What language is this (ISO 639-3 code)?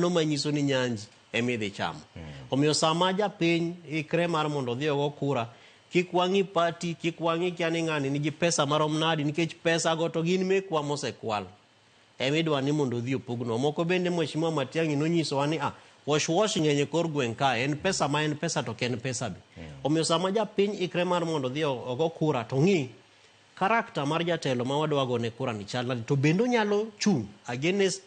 luo